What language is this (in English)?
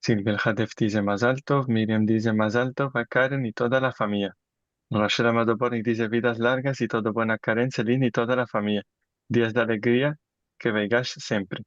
Ladino